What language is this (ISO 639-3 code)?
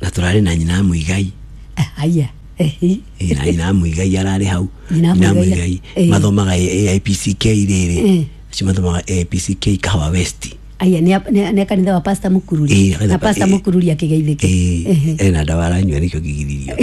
kik